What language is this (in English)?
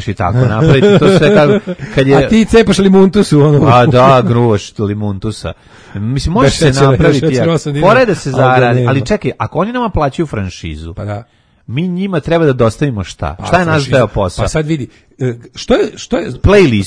Serbian